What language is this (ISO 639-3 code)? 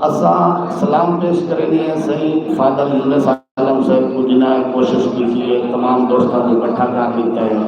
skr